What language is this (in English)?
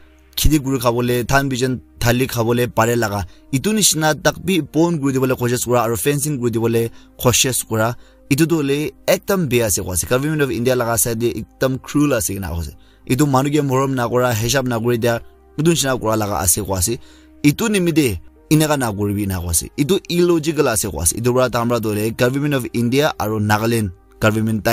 Naga Pidgin